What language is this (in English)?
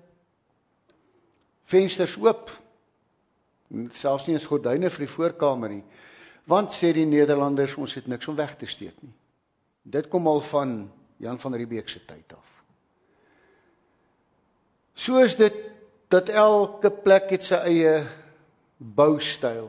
Afrikaans